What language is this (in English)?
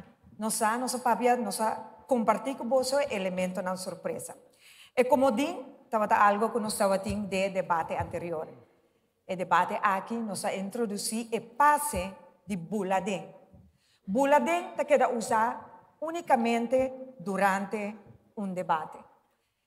Papiamento